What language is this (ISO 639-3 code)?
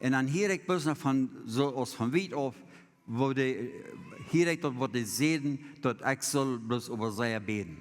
pdt